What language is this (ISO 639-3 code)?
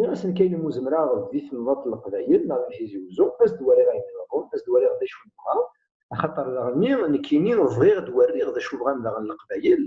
kab